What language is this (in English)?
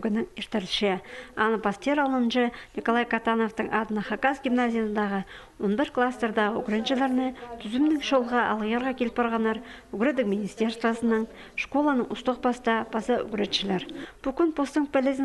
Khakas